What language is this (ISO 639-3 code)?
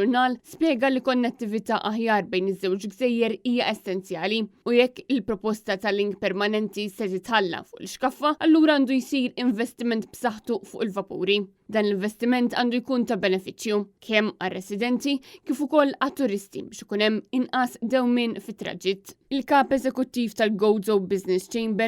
mlt